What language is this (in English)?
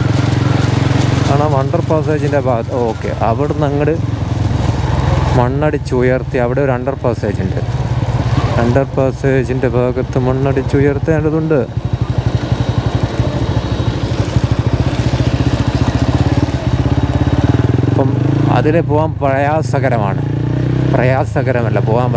Malayalam